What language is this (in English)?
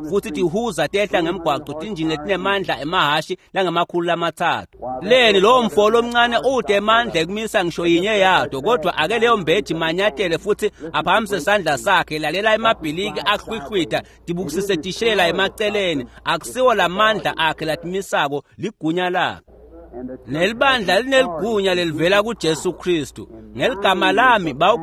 Swati